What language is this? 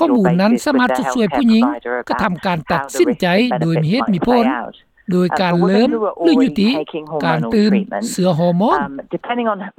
Lao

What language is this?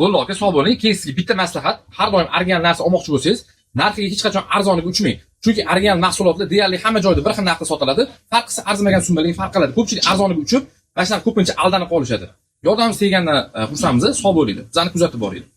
Uzbek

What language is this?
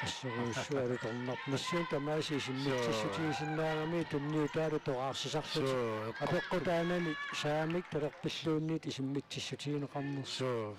Kalaallisut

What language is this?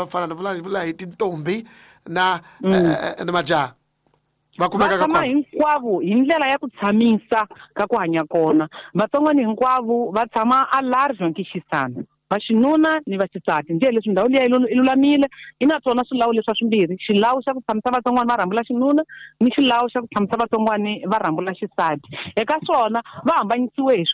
Tsonga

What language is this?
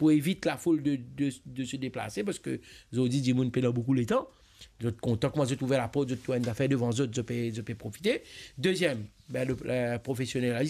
Morisyen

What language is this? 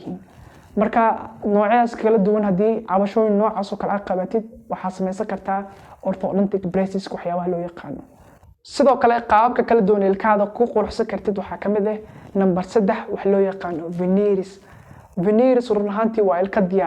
Somali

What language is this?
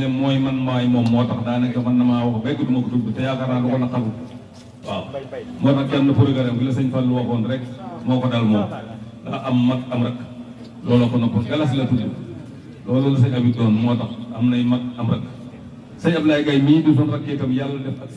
Wolof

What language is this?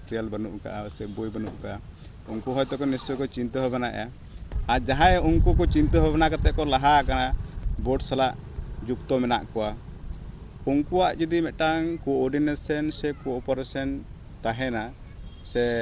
Santali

